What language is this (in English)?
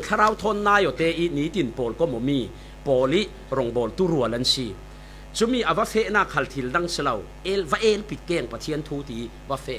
Falam Chin